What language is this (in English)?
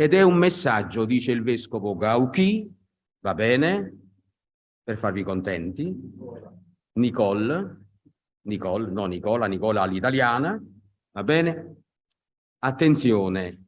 Italian